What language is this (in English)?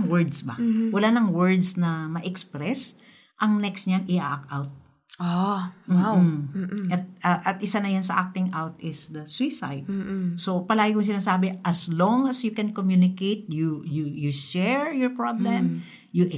Filipino